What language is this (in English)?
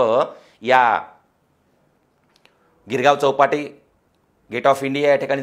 Marathi